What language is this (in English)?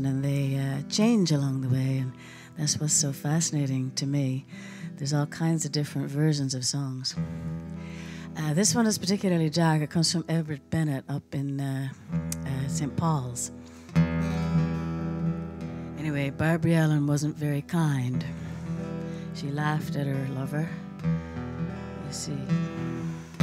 English